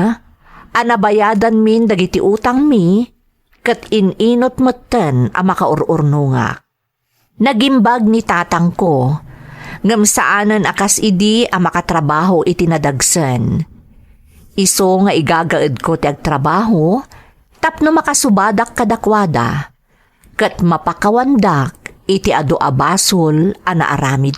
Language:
Iloko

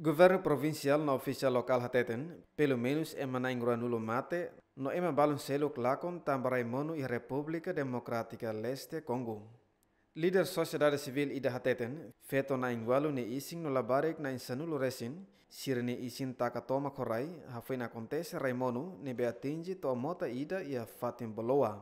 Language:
Tetum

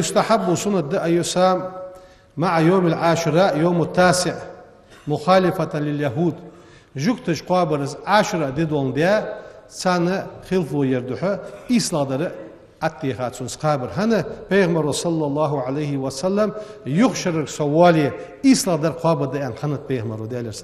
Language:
Ingush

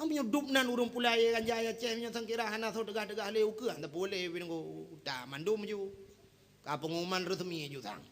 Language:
Achinese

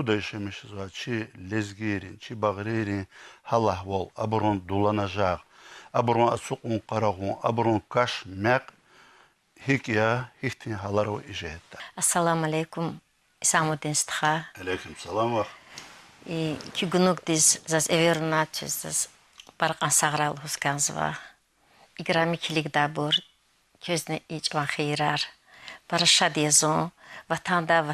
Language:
Lezghian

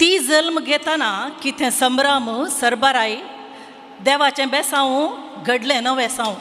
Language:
Konkani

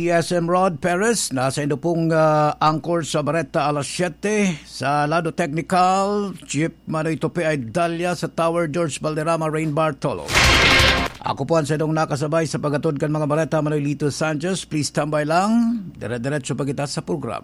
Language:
Bikol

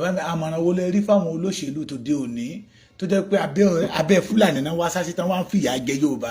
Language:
Yoruba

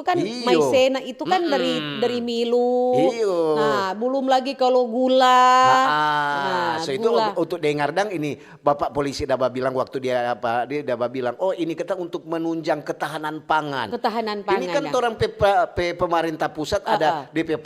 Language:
Manado Malay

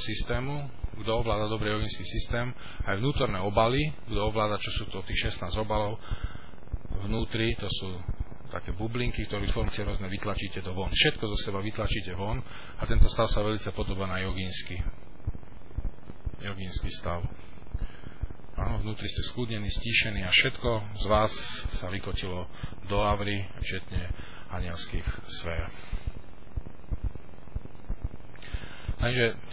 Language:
Slovak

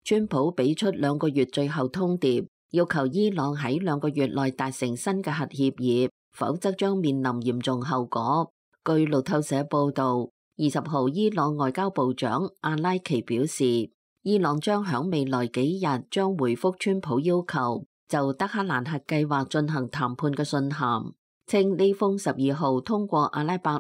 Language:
Cantonese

